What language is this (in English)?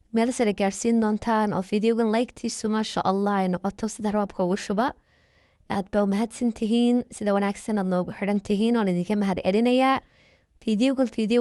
Somali